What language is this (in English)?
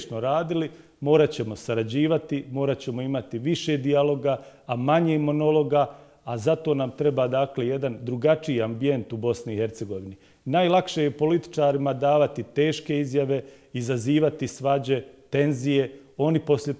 Bosnian